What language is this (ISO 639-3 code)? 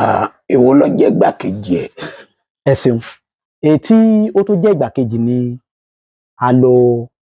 yor